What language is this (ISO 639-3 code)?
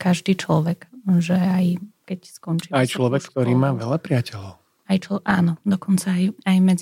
slk